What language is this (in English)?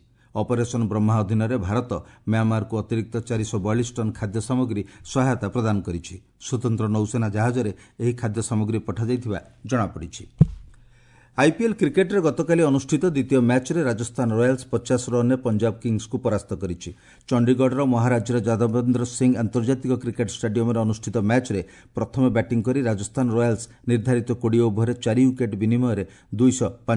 Odia